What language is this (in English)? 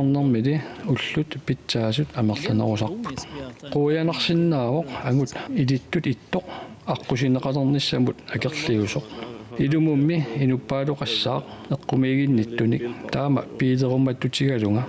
Kalaallisut